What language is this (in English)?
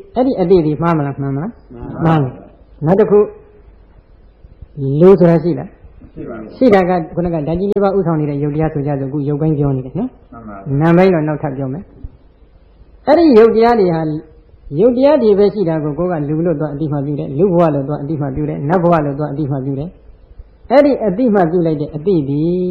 Burmese